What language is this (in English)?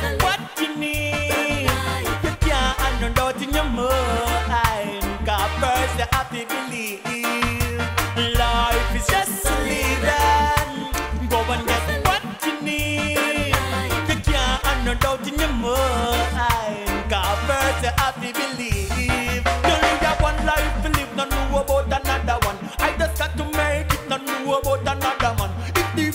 Jamaican Creole English